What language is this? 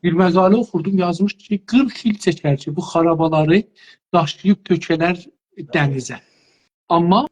South Azerbaijani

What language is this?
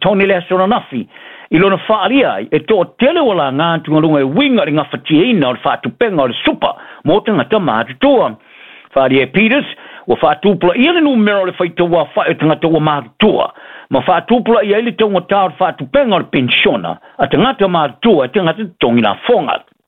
Samoan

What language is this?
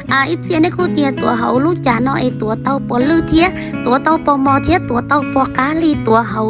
Hmong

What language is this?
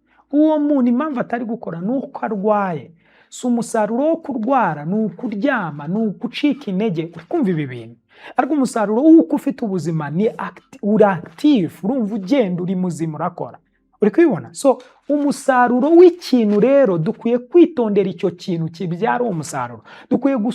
Kinyarwanda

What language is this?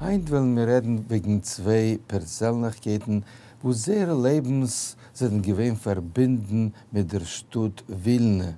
Yiddish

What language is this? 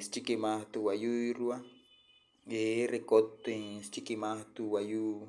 Wayuu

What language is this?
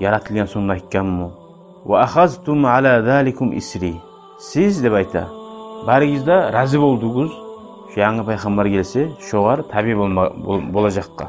Kumyk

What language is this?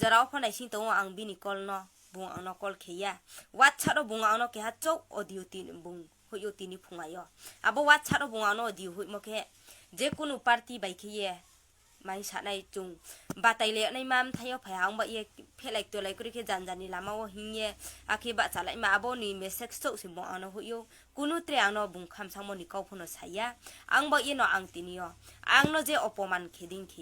Riang (India)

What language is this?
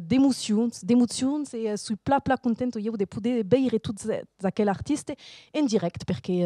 Occitan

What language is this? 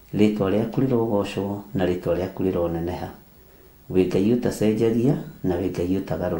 Kikuyu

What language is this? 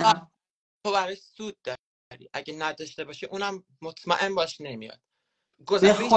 Persian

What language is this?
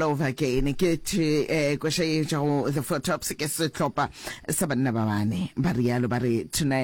Northern Sotho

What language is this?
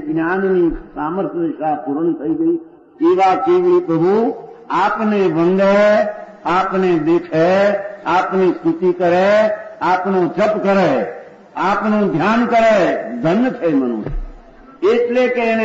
Gujarati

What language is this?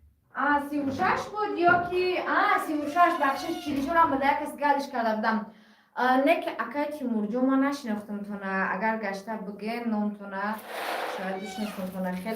Tajik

